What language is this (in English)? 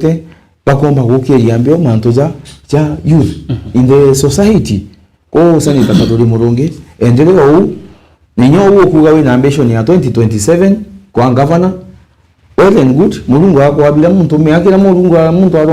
Meru